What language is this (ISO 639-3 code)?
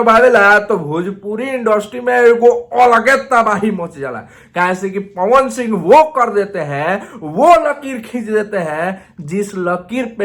bho